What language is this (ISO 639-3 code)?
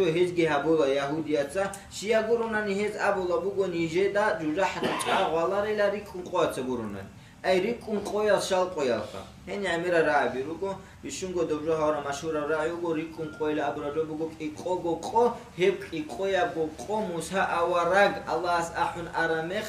ava